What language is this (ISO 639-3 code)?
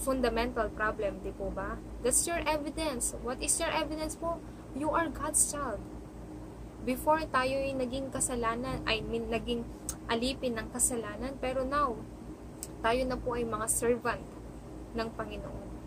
fil